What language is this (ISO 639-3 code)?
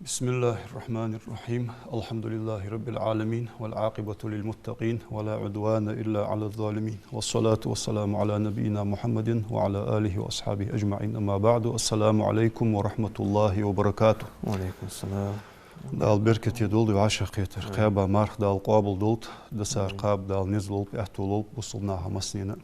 inh